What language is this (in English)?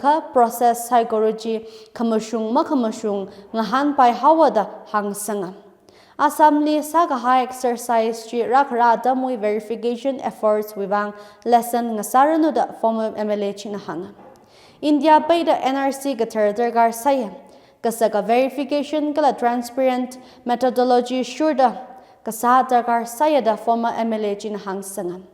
Tangkhul Naga (India)